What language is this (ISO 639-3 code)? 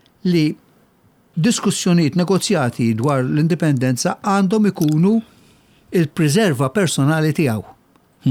mlt